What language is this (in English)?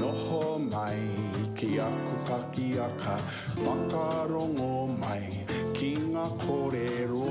Māori